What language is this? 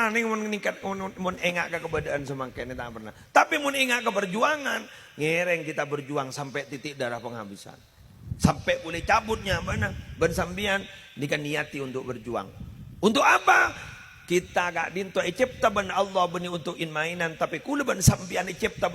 Madurese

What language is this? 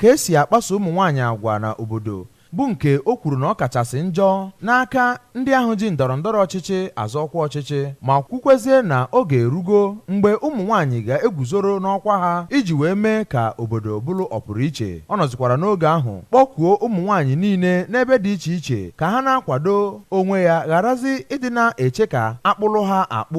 Igbo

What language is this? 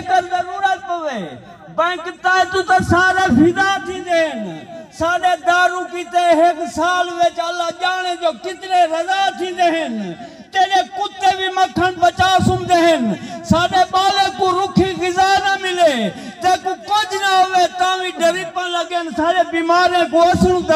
Saraiki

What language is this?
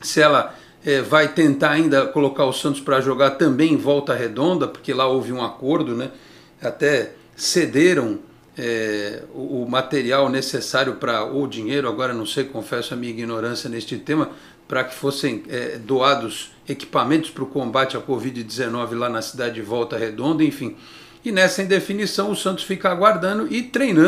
Portuguese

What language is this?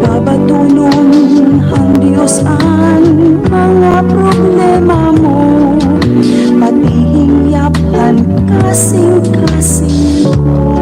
Waray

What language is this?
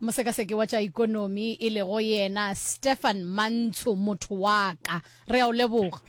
Northern Sotho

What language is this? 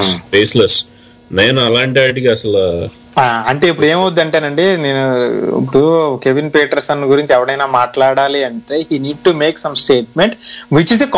Telugu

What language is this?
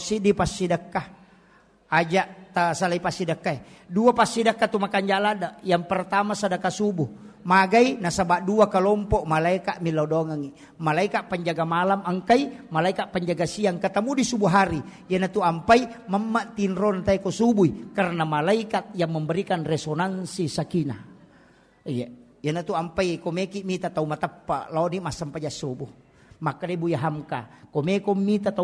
Buginese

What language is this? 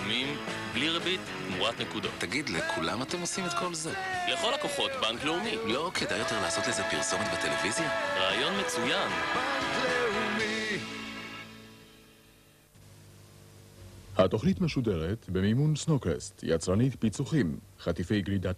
Hebrew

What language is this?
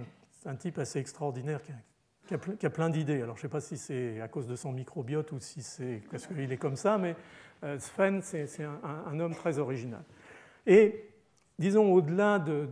French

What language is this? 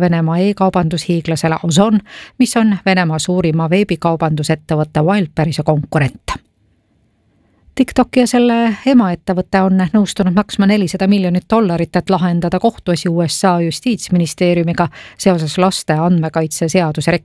Estonian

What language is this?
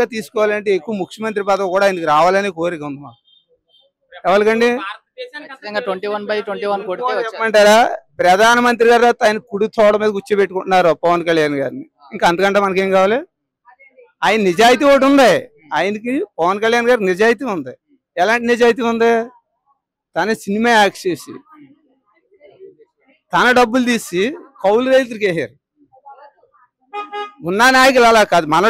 Telugu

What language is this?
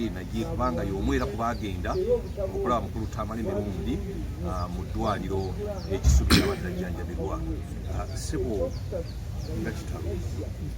Ganda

